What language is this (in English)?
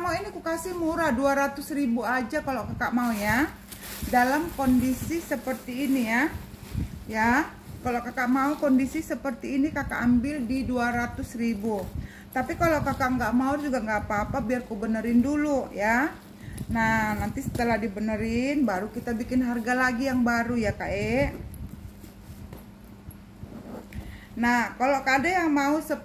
Indonesian